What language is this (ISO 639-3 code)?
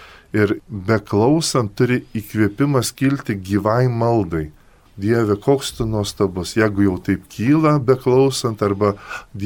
lit